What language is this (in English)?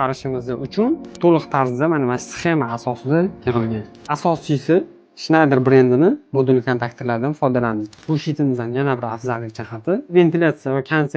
Uzbek